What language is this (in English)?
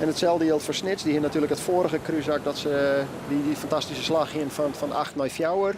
Western Frisian